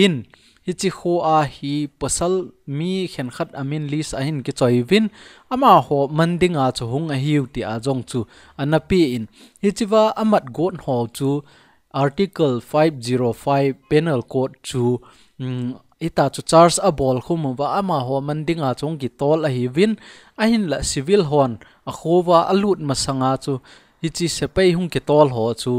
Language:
Thado Chin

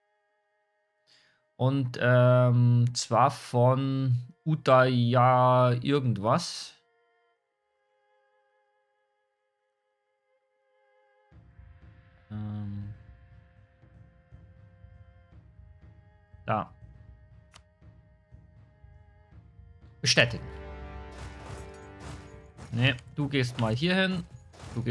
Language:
German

